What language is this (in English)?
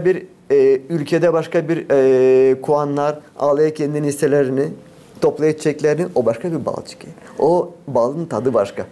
Gagauz